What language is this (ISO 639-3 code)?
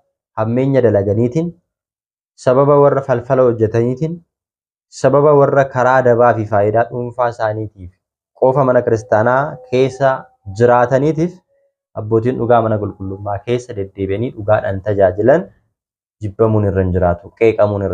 orm